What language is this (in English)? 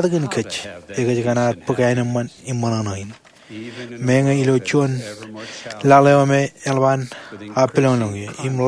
Marshallese